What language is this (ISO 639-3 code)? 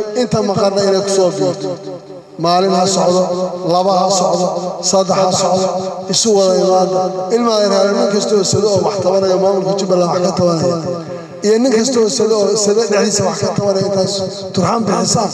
som